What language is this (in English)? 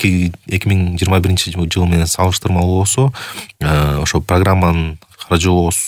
Kyrgyz